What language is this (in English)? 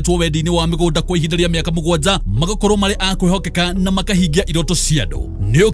Kikuyu